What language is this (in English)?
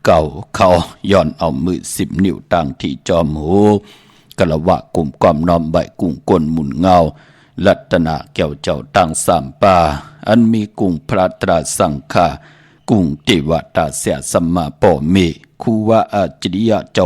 Shan